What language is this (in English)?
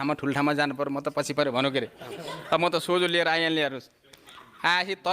Nepali